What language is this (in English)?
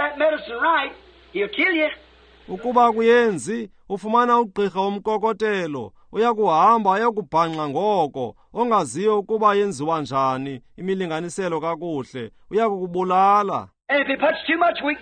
Xhosa